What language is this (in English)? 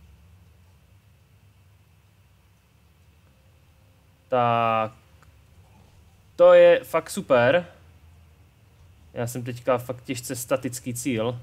Czech